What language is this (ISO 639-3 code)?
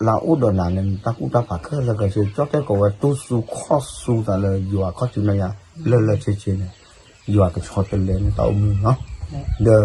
ksw